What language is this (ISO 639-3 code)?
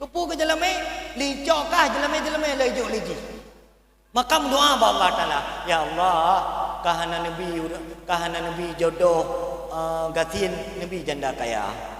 ace